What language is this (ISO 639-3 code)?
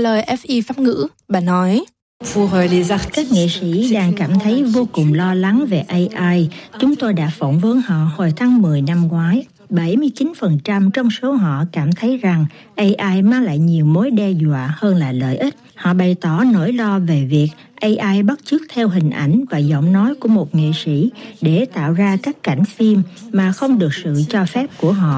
vie